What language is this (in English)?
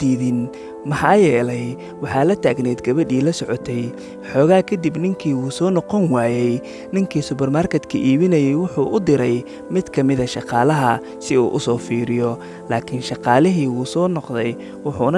Somali